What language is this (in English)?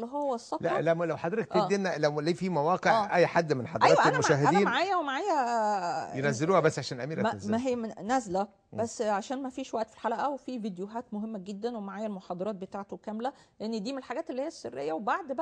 Egyptian Arabic